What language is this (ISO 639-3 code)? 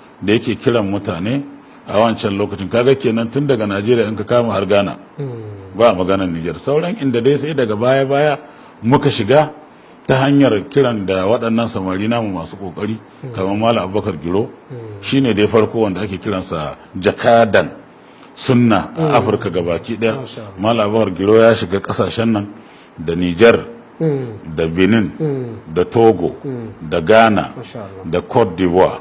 hau